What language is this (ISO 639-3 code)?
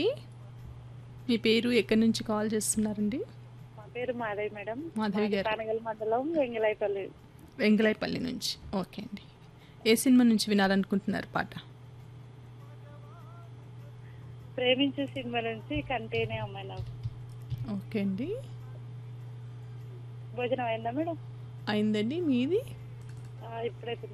tel